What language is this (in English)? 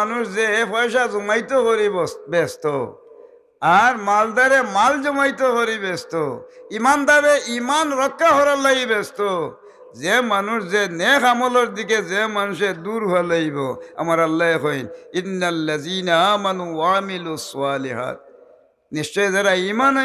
Sylheti